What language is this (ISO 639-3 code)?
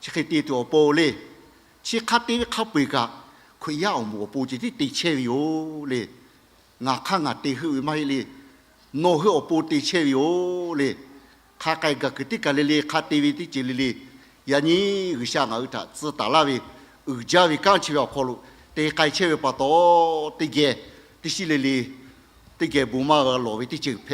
lhu